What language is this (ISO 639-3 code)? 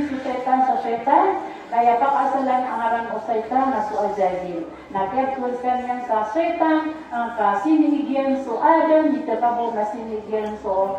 mrw